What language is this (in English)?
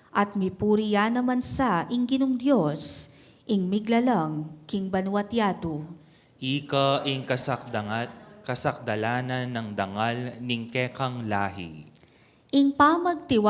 Pampanga